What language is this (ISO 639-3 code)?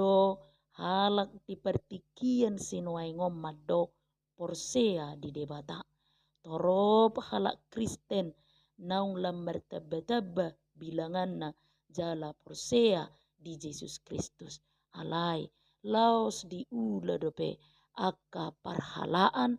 bbc